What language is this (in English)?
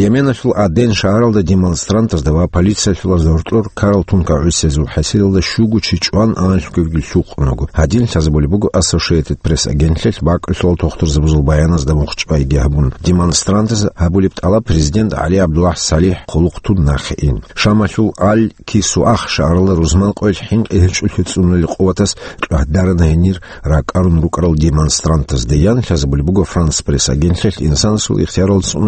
Avaric